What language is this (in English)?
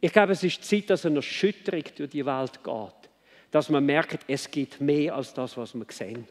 Swiss German